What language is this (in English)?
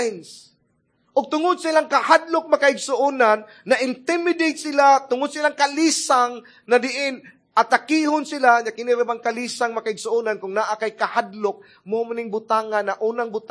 Cebuano